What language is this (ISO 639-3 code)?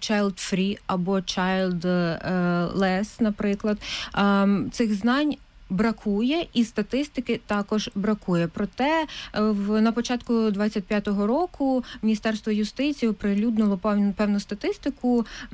ukr